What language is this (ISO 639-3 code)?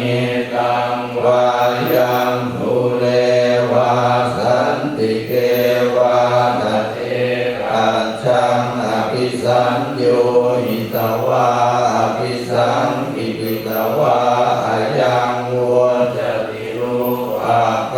pli